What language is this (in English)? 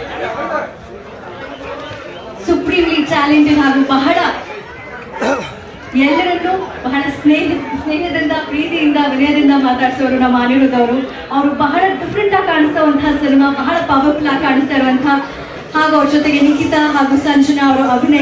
Kannada